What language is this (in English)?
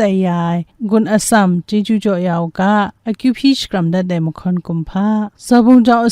Kachin